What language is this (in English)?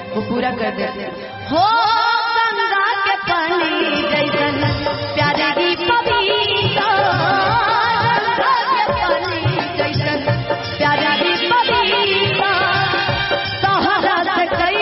Bhojpuri